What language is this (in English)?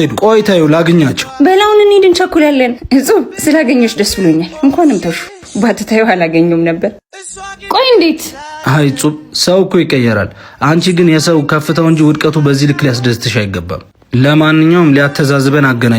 Amharic